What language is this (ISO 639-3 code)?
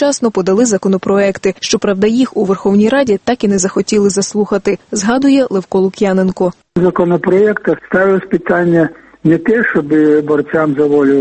ukr